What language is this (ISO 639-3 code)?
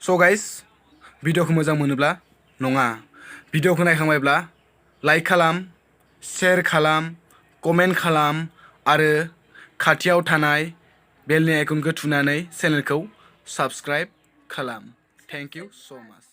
brx